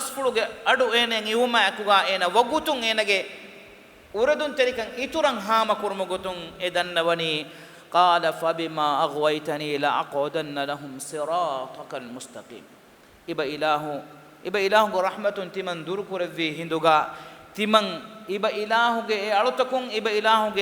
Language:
Divehi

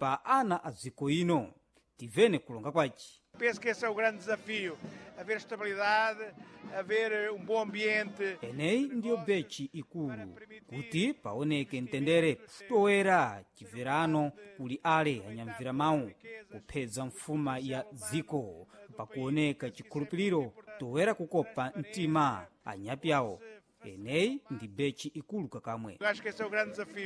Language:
Sena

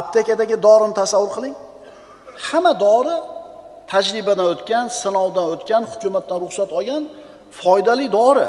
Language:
Uzbek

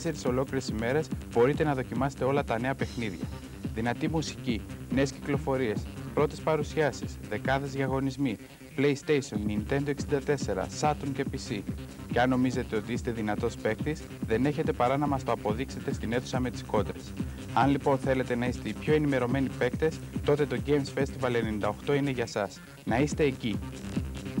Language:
Greek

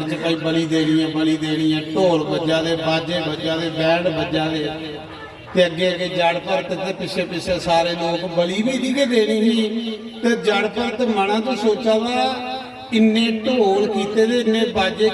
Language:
Dogri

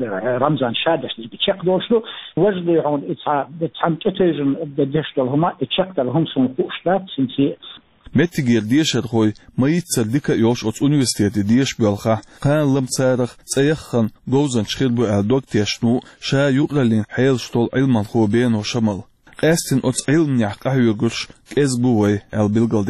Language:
Chechen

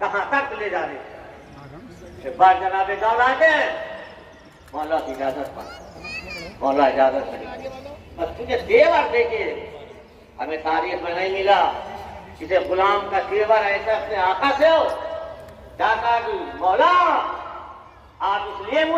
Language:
Urdu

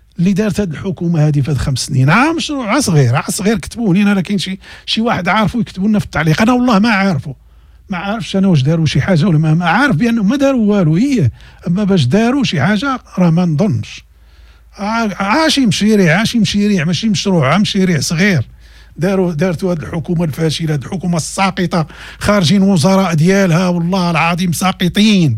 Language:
Moroccan Arabic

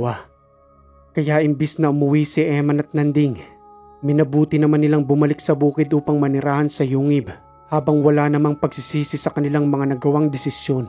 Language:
Filipino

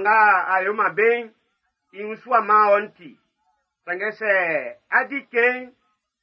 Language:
Baoulé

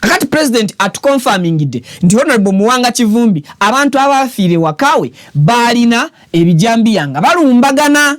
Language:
Ganda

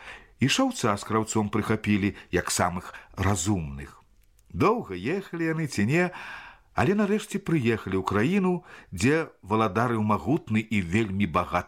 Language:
Belarusian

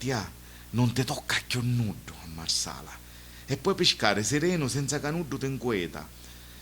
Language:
Sicilian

